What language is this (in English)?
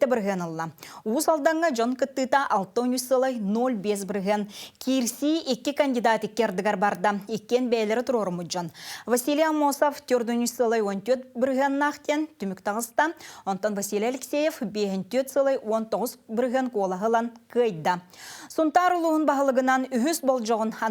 Yakut